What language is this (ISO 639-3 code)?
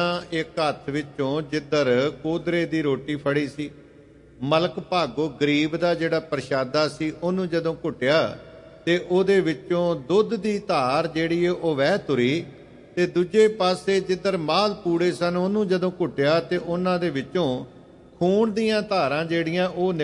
pan